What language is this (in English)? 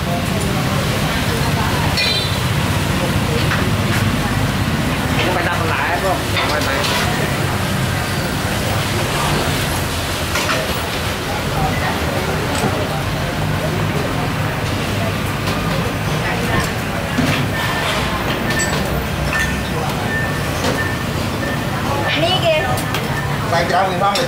Vietnamese